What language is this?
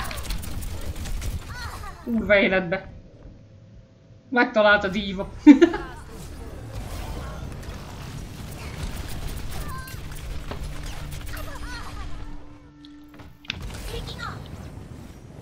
Hungarian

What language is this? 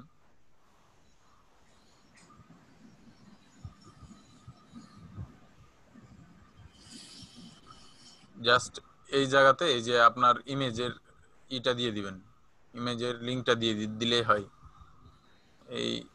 Bangla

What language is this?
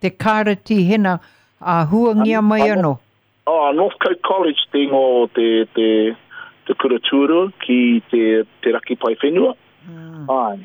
Māori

